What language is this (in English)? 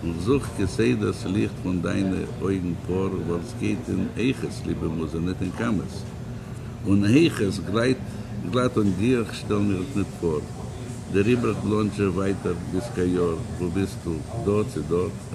Yiddish